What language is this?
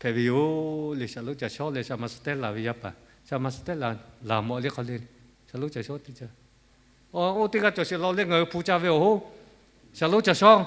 Lahu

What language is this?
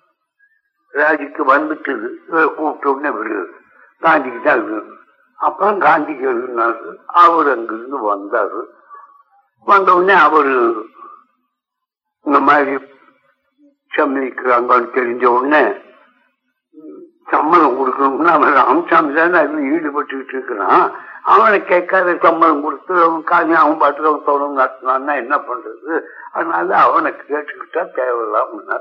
Tamil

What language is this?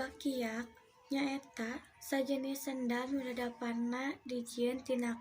Sundanese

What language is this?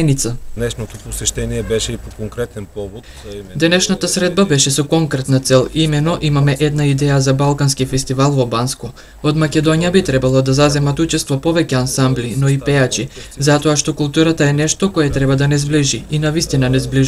Macedonian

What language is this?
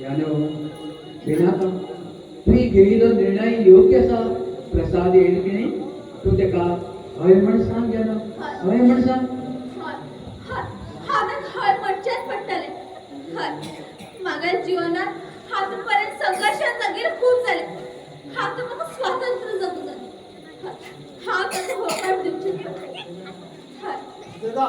Konkani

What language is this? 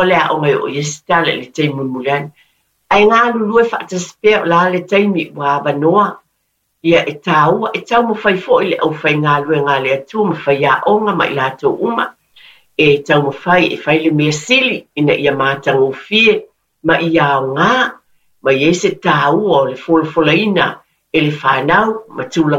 Samoan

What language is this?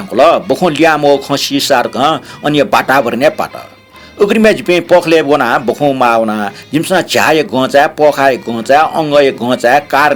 Newari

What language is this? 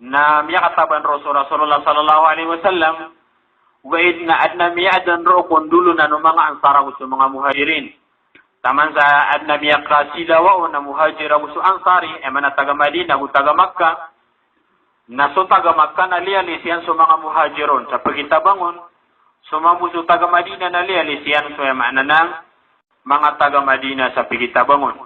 Maranao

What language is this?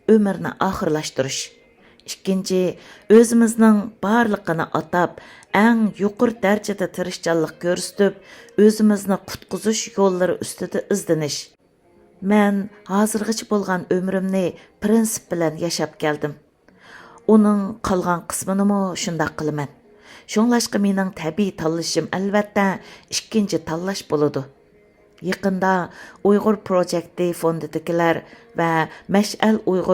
Uyghur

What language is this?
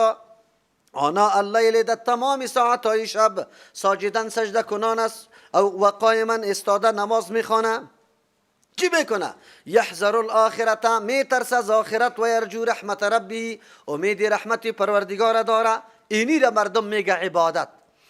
Persian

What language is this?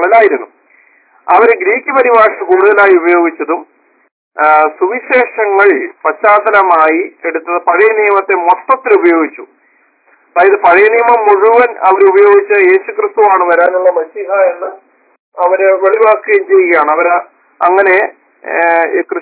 Malayalam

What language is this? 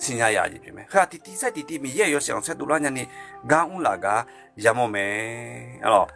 Akha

